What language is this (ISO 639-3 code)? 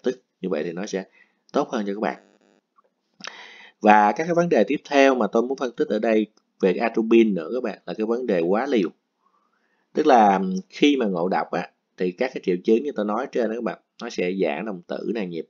vie